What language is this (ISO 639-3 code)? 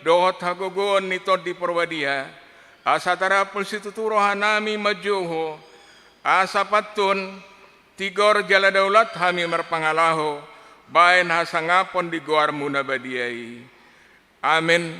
bbc